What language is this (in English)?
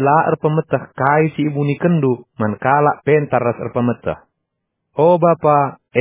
Batak Karo